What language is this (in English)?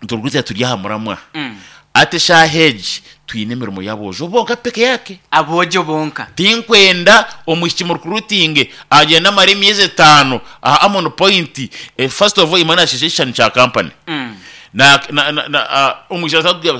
Nyankole